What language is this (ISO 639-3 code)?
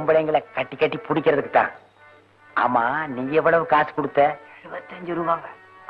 tam